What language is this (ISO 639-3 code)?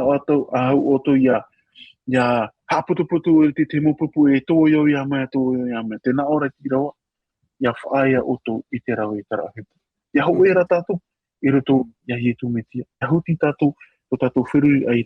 tah